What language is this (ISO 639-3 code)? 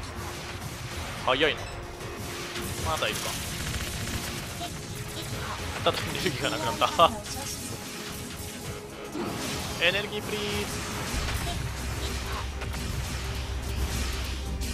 jpn